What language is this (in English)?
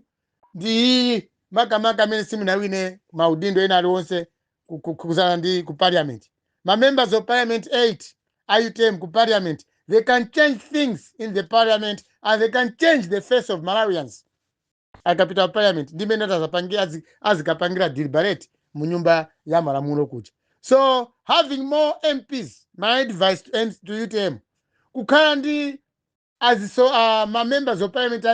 Nyanja